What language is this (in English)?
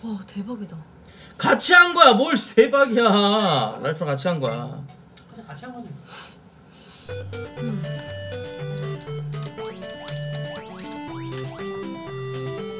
Korean